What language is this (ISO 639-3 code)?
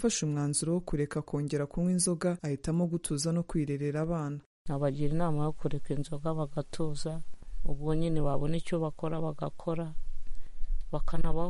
kin